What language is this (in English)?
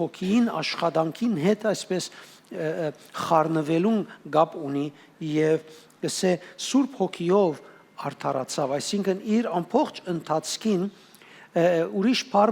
Western Armenian